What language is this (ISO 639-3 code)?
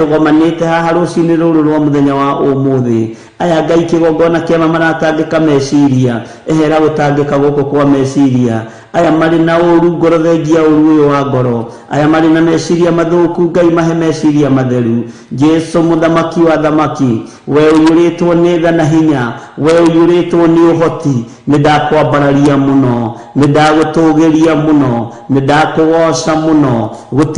kik